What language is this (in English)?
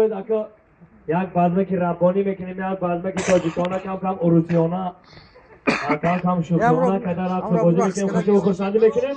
Tajik